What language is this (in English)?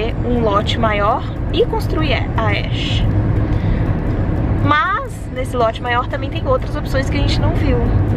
Portuguese